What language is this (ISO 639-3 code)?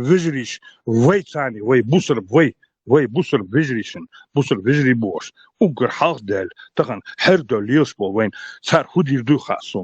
che